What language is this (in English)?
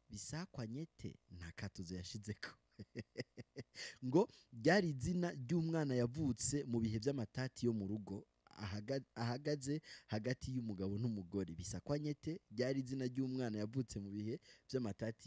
Rundi